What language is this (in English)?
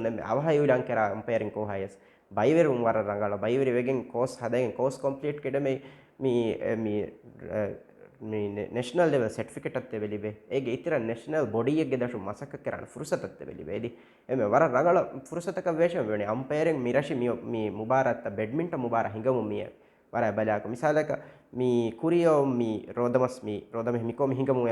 Divehi